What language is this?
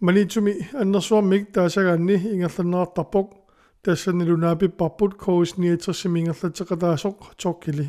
Kalaallisut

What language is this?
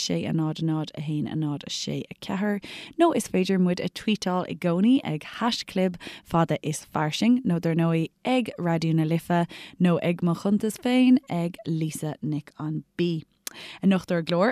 Irish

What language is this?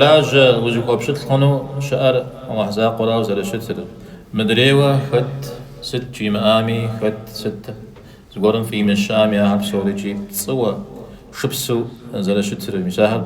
Kabardian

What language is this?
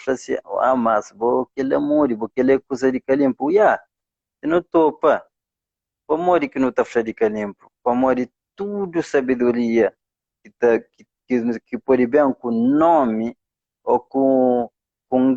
Kabuverdianu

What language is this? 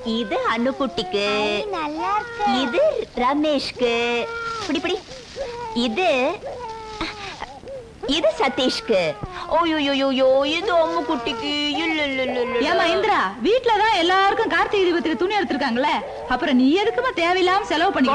Tamil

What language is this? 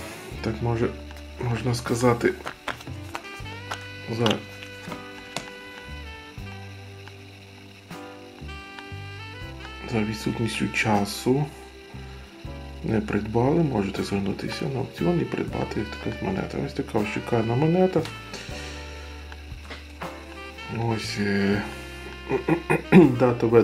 Ukrainian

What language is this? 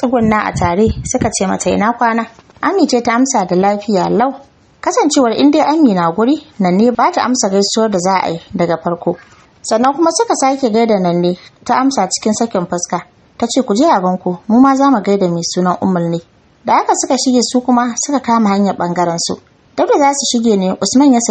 Hausa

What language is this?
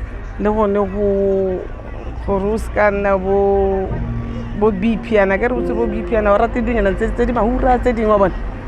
Tswana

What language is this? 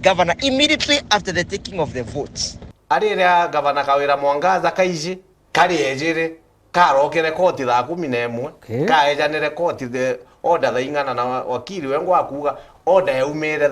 Meru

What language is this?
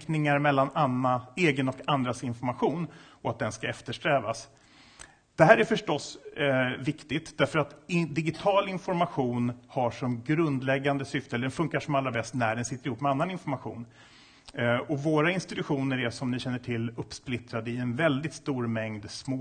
Swedish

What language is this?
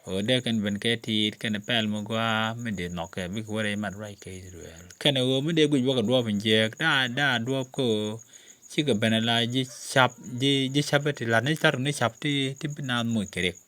Nuer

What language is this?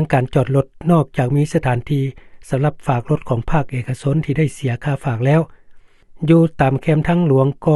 Lao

